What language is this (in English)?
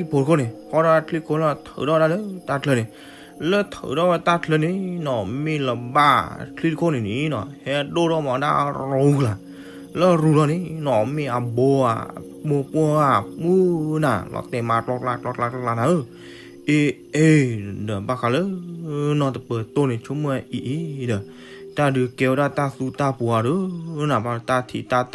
S'gaw Karen